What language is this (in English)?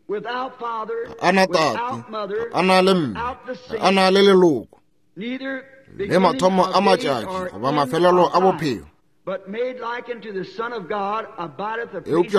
Northern Sotho